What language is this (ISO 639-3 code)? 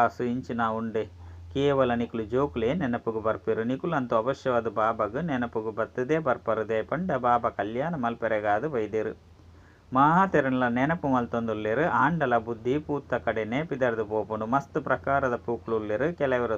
tcy